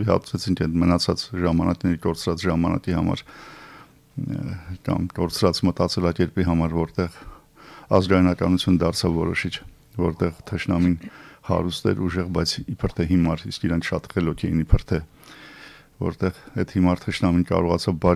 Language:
Armenian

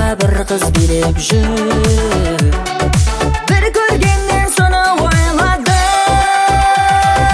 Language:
Kazakh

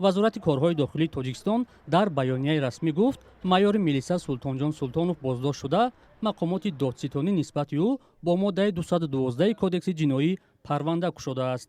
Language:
Tajik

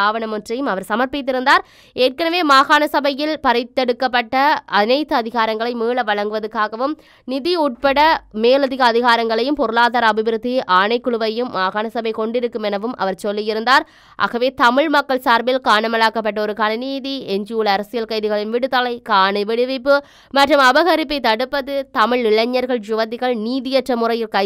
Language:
Tamil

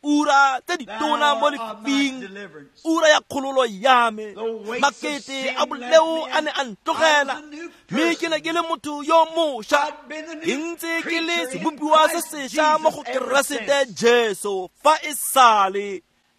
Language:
Tswana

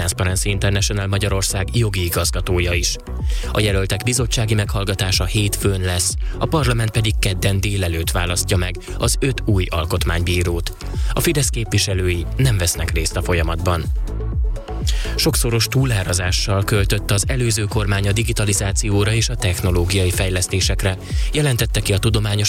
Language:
Hungarian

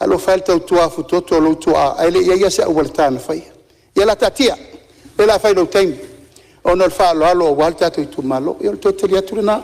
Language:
Samoan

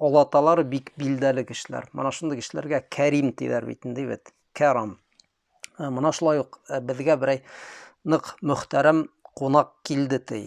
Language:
Bashkir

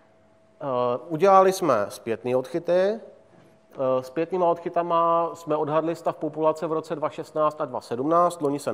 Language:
Czech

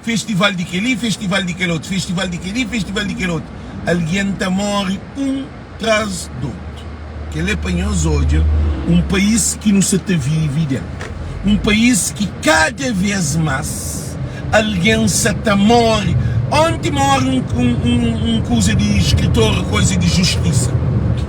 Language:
Kabuverdianu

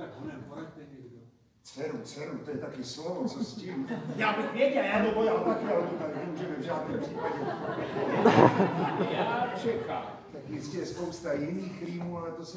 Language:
Czech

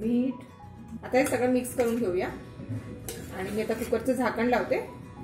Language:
Marathi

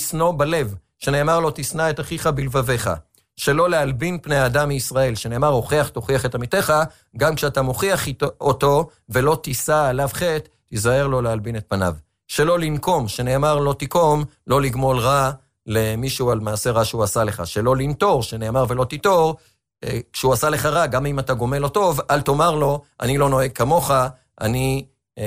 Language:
Hebrew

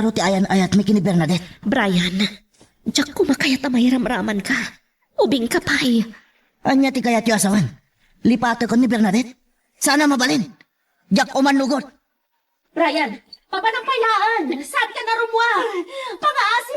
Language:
Iloko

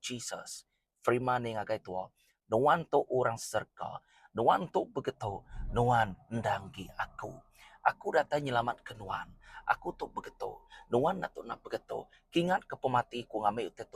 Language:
Iban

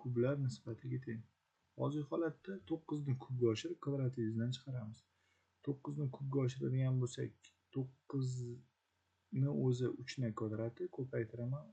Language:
Uzbek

